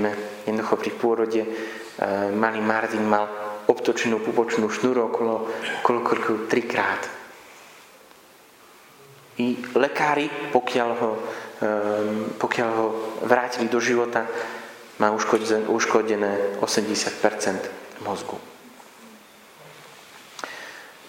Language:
Slovak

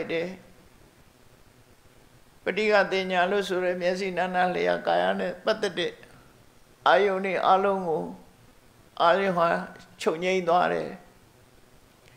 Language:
Burmese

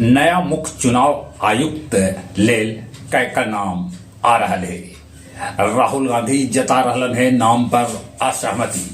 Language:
Magahi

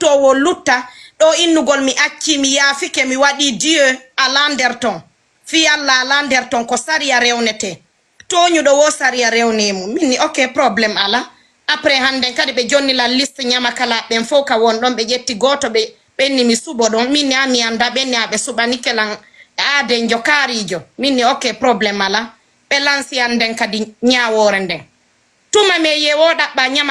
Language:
Fula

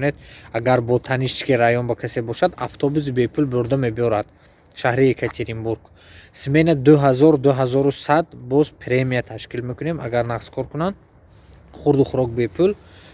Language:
Tajik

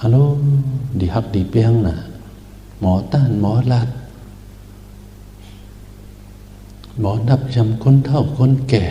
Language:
Shan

